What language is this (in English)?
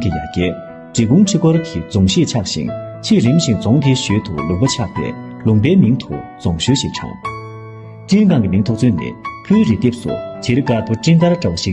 Tibetan